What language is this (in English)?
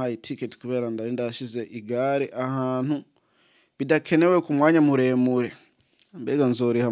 Rundi